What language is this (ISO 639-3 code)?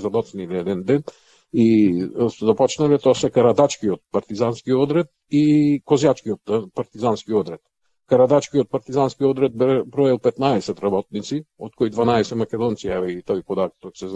mkd